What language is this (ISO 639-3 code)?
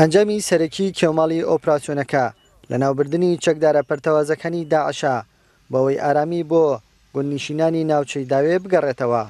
ckb